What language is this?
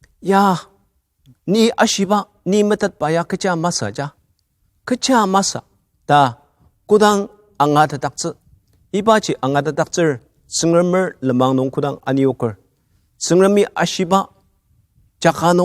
Ao Naga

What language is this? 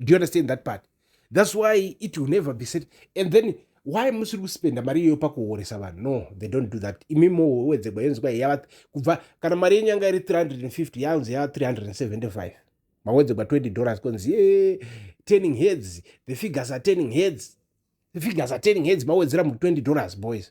Shona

